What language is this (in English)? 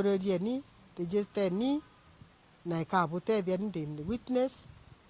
Meru